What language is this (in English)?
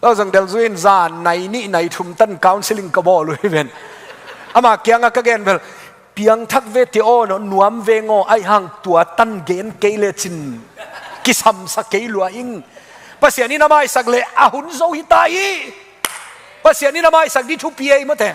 Tedim Chin